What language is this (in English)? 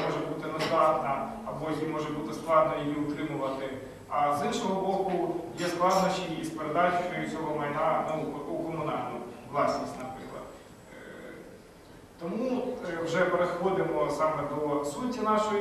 Ukrainian